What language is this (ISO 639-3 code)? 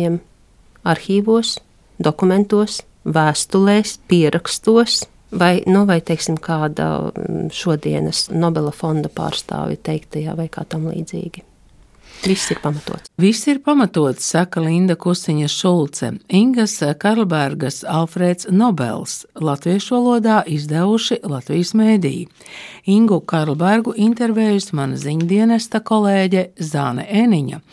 lav